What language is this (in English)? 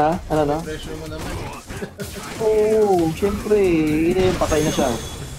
Filipino